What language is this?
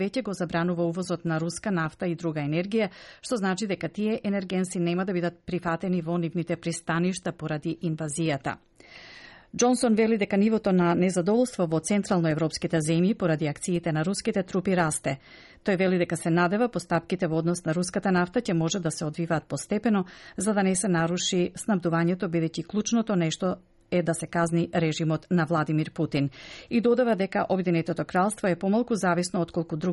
Macedonian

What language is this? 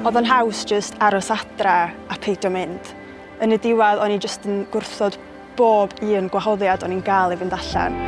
Welsh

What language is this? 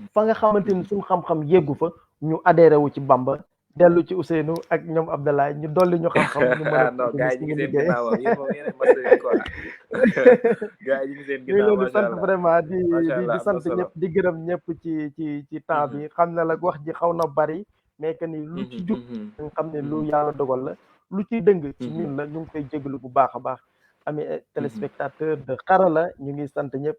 Wolof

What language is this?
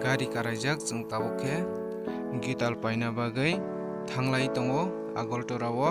Kok Borok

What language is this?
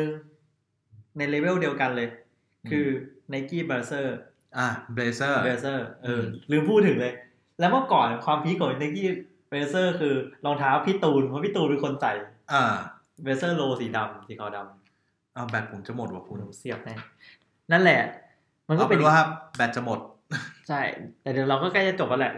Thai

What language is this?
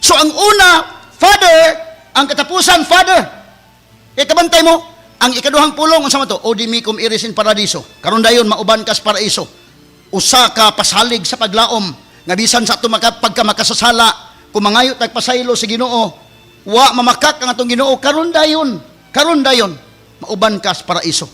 Cebuano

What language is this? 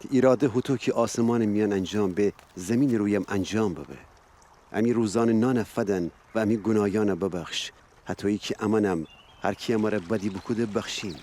Gilaki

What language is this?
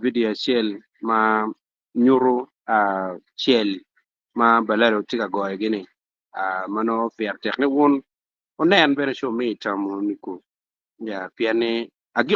Acoli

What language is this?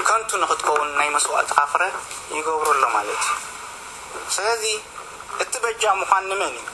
Tigrinya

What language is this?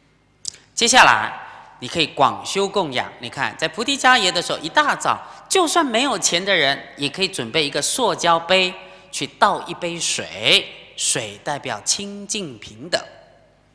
Chinese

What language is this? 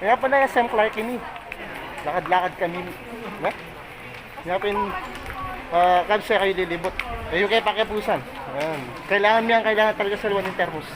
Pampanga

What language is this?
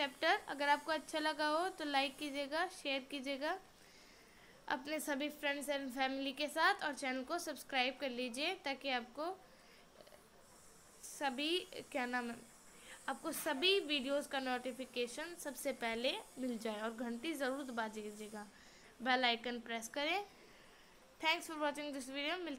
Hindi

